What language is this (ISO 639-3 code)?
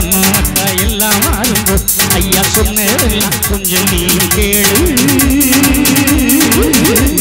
tam